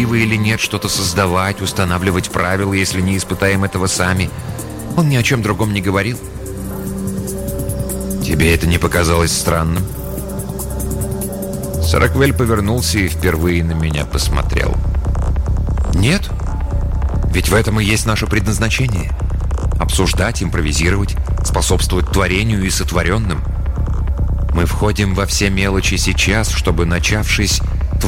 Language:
Russian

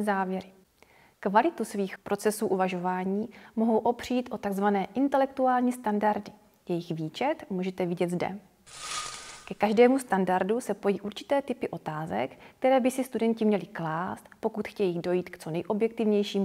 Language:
Czech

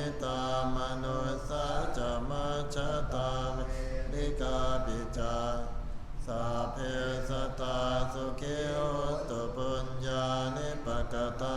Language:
Pali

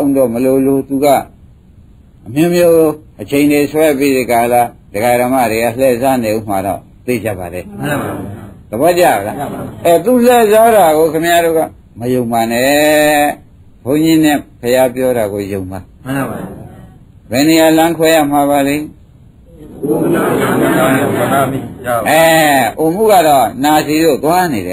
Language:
Burmese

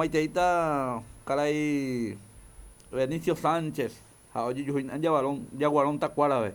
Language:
Guarani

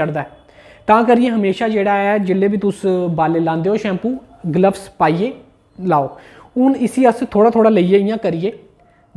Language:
Dogri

